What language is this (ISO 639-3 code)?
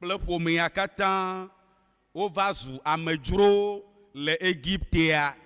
ewe